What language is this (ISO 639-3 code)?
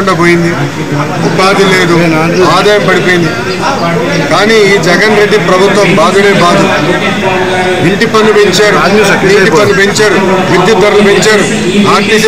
tel